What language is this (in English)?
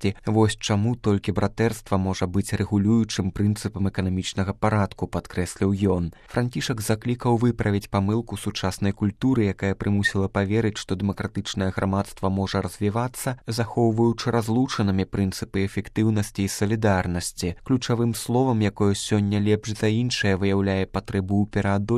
Belarusian